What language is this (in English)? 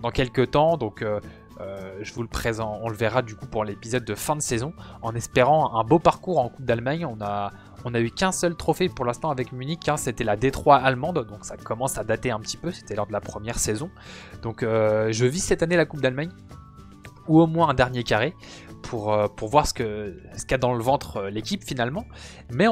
French